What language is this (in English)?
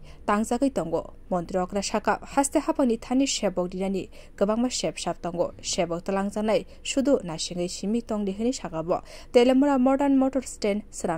Kok Borok